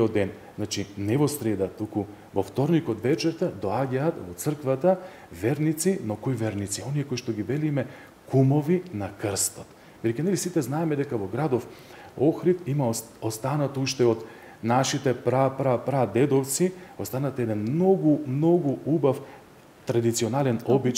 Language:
Macedonian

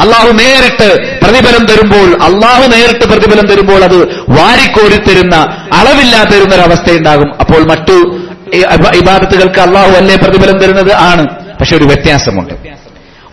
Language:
Malayalam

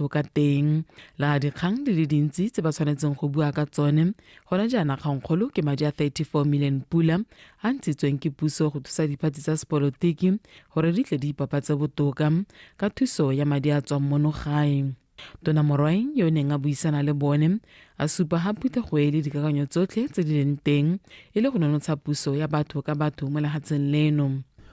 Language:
Tswana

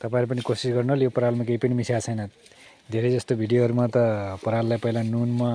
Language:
Nepali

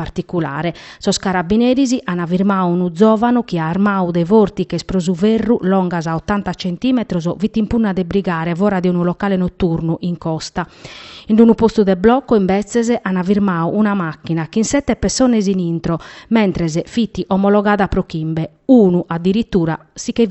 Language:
Sardinian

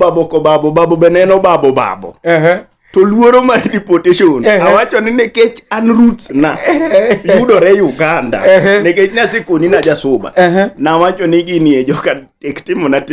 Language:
Luo (Kenya and Tanzania)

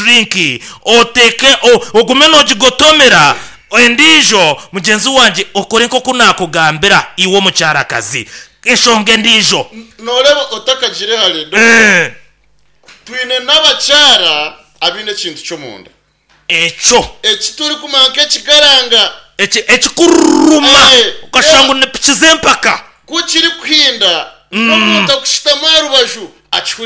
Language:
Nyankole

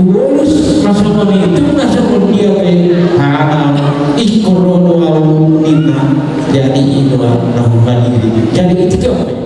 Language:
Batak Toba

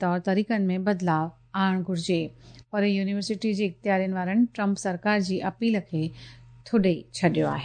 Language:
Sindhi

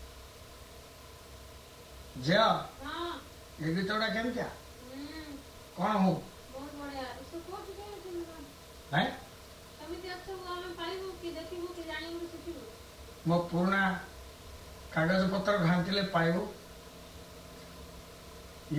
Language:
Odia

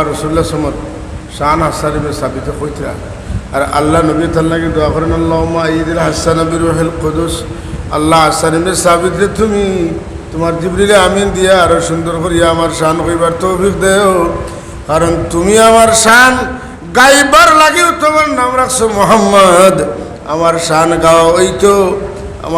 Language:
Sylheti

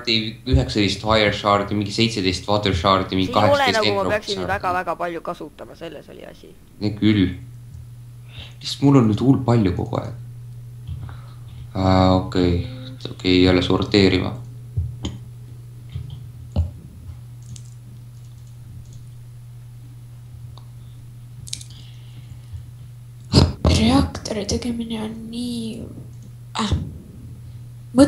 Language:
Estonian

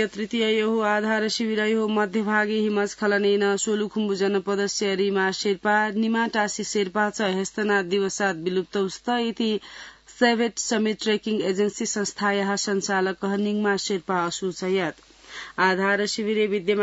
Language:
Sanskrit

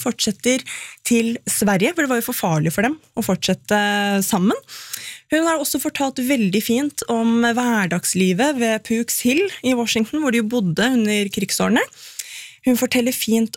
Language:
Norwegian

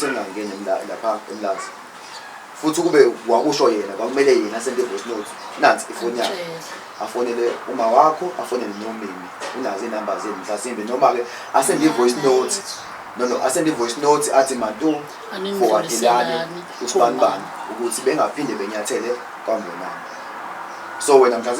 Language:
Zulu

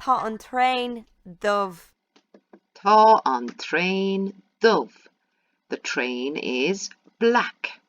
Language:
Irish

